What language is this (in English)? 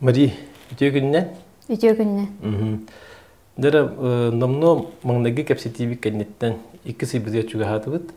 Yakut